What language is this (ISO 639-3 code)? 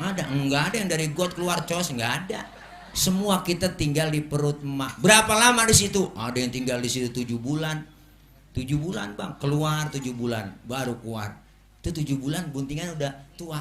bew